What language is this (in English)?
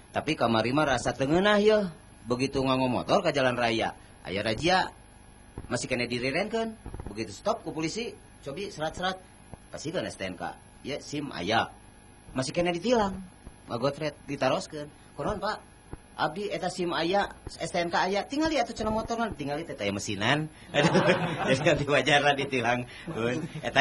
Sundanese